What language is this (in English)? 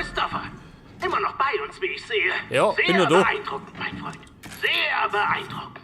Bavarian